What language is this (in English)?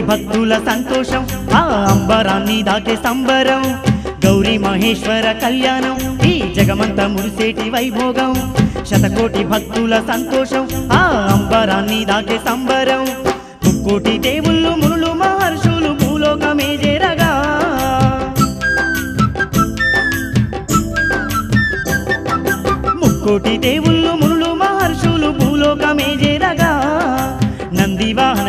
Telugu